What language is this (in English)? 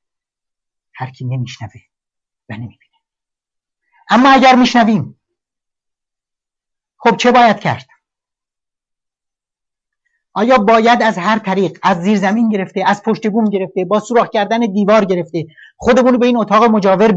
Persian